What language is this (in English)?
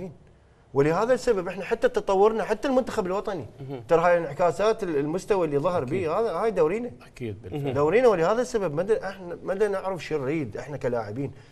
Mesopotamian Arabic